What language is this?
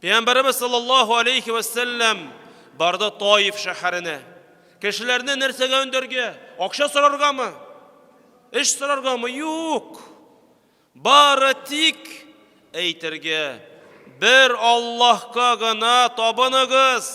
Tatar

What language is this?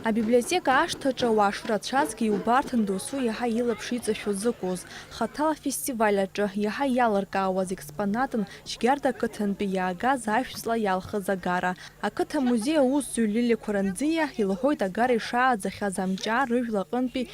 Abkhazian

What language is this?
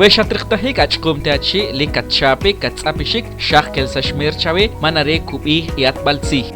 Achi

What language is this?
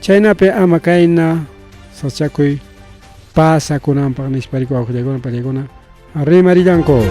Ayacucho Quechua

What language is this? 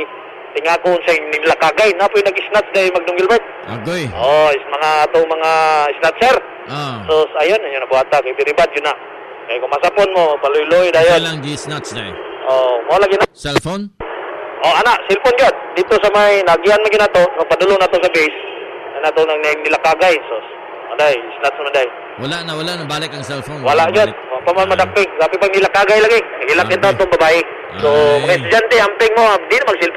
Cebuano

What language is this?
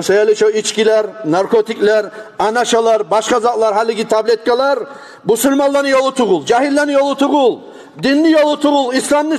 Kumyk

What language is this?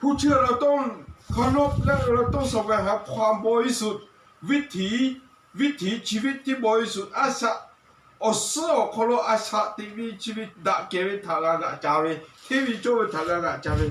Lahu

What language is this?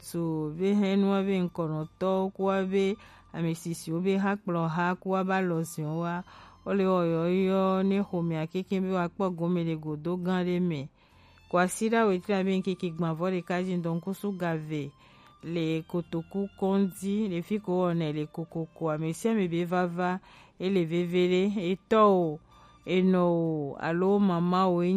Gen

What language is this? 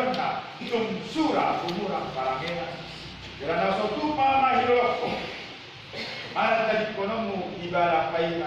Batak Toba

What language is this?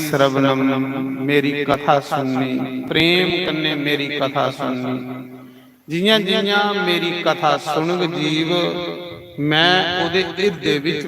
Dogri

